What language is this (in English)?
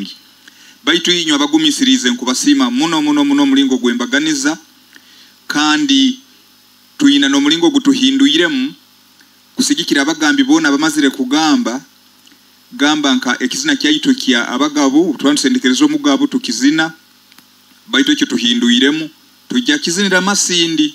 Nyoro